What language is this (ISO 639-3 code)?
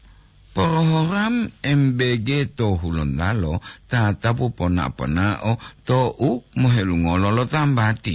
gor